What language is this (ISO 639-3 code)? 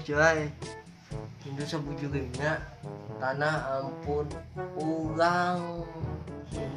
bjn